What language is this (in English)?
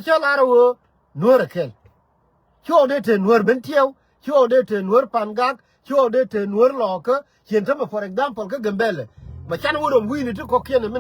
Nuer